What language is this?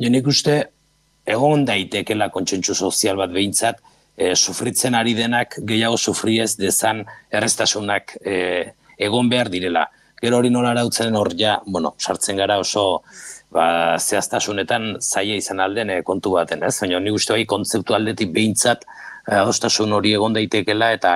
Basque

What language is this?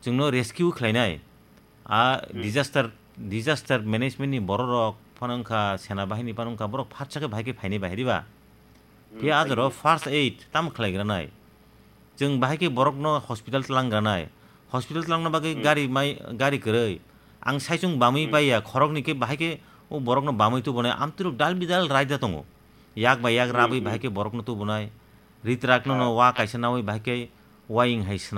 Kok Borok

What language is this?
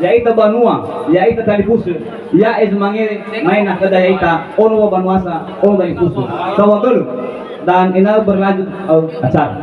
Nias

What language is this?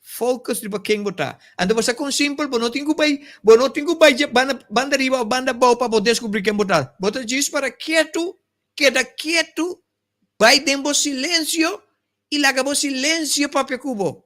Papiamento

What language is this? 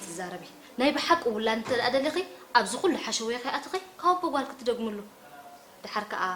Tigrinya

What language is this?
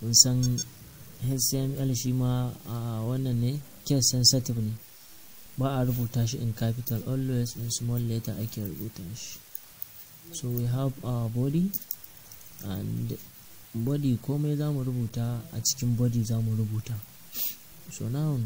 Hausa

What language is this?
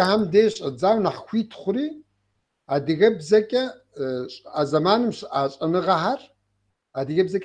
Kabardian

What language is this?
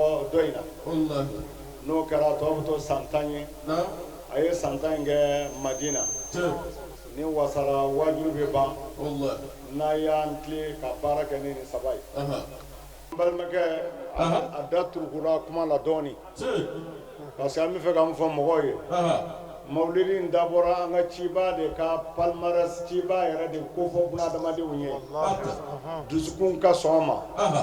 Bambara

